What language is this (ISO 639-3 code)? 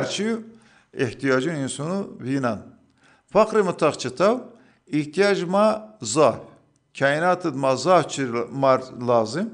zza